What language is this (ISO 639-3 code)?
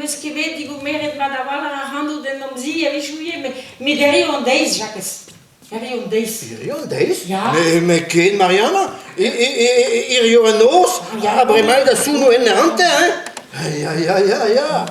bre